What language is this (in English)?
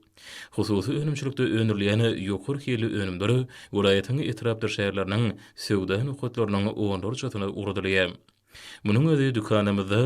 Turkmen